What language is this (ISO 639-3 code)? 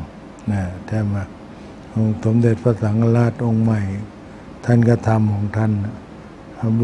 tha